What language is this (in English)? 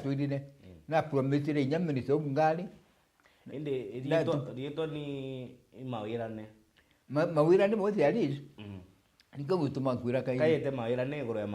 Meru